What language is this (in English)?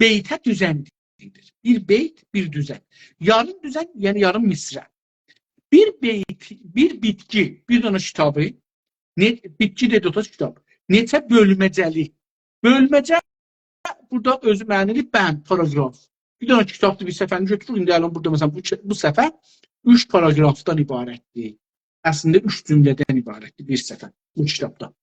South Azerbaijani